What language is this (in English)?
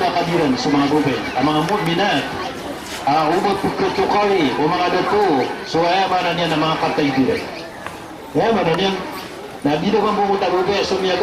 Maranao